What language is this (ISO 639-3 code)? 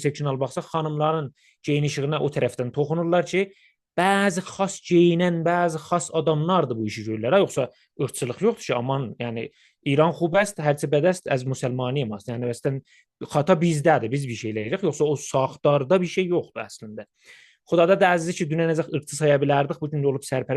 azb